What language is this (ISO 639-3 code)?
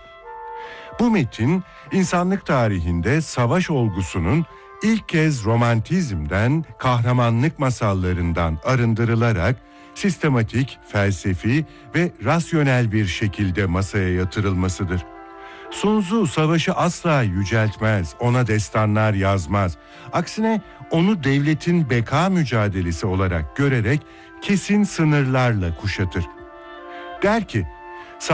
tur